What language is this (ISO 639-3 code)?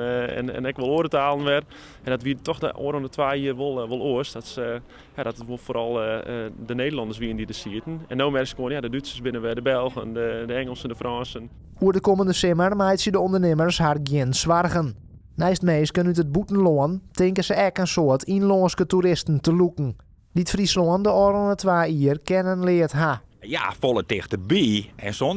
fry